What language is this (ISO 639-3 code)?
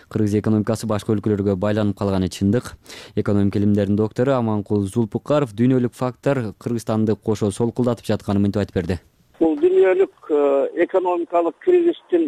kir